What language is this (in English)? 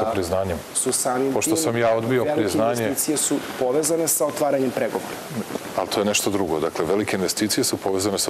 Serbian